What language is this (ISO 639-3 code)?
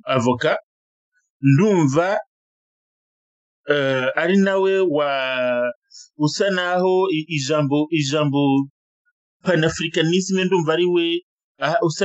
kin